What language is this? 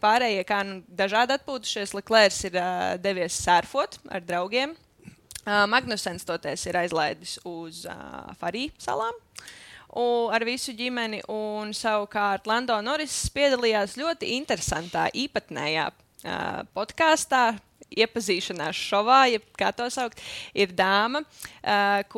Latvian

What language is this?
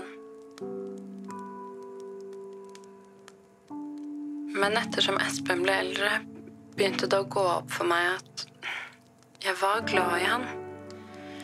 Norwegian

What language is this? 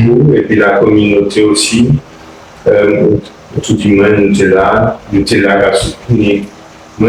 Guadeloupean Creole French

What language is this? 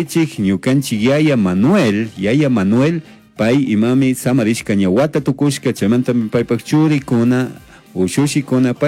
Chimborazo Highland Quichua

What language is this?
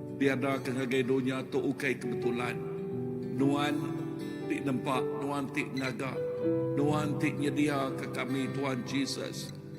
Iban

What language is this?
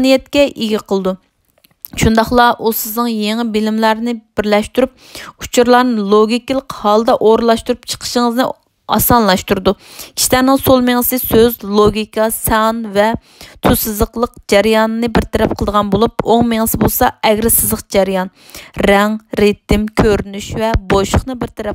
Uyghur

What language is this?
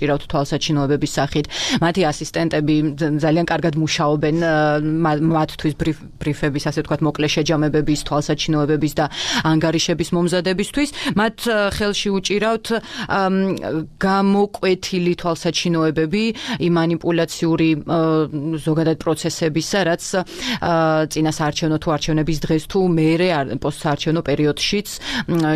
Georgian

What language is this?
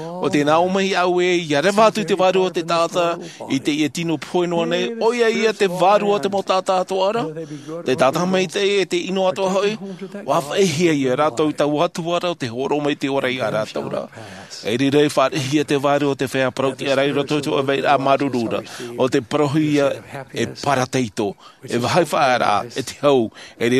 Tahitian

